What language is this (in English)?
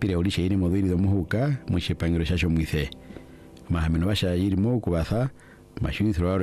Swahili